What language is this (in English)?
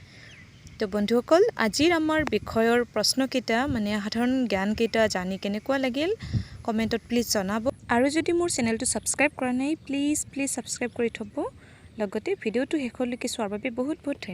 Assamese